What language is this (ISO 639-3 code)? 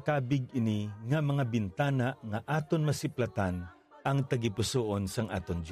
hil